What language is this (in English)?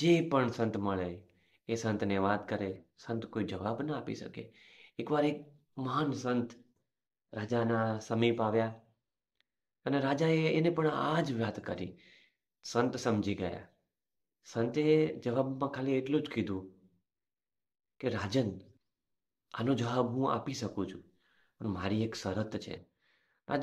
Gujarati